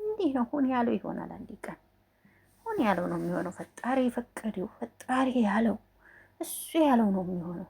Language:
Amharic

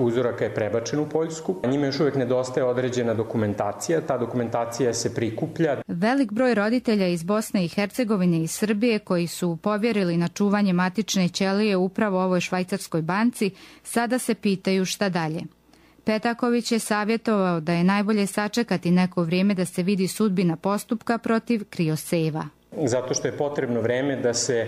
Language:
Croatian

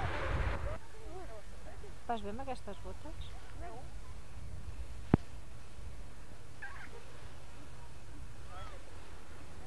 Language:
Catalan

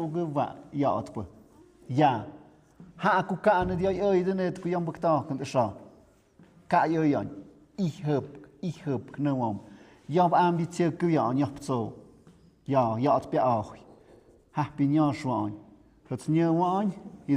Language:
Tlahuitoltepec Mixe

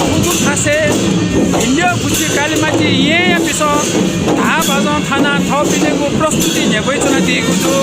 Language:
Newari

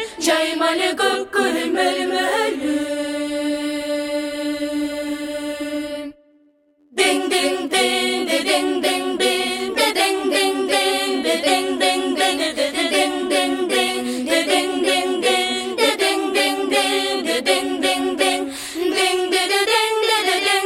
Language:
Kyrgyz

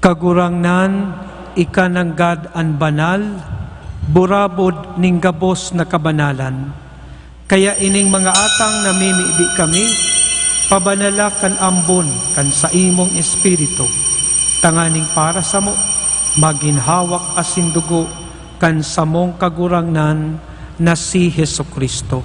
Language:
Bikol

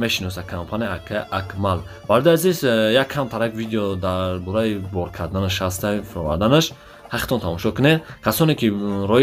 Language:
Tajik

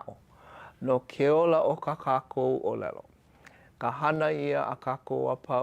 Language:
Hawaiian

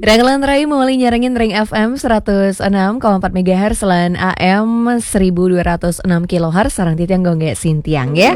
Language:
Balinese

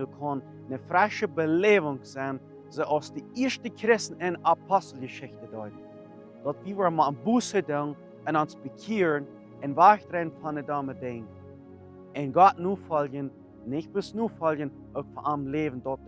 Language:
Plautdietsch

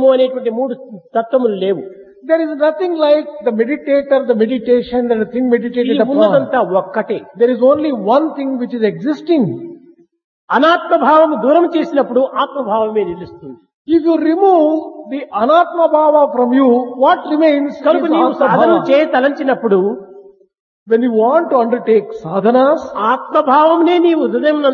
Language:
Telugu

